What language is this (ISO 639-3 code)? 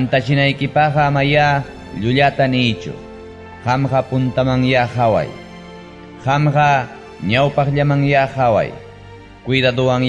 quy